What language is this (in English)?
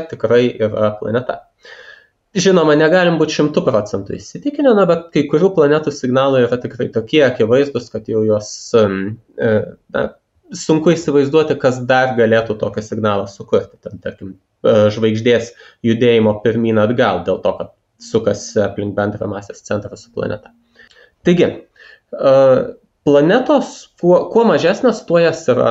Lithuanian